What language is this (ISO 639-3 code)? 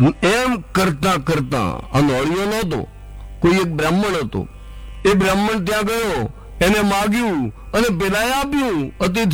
guj